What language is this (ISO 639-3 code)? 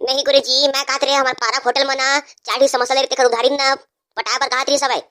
hne